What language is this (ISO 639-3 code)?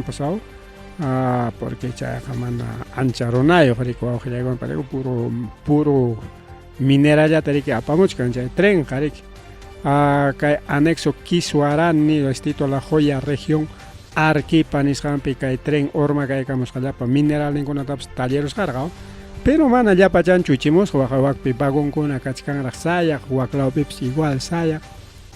quy